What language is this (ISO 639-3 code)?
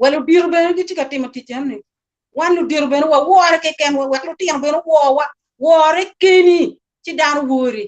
ach